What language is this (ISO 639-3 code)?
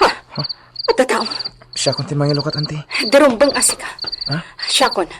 ilo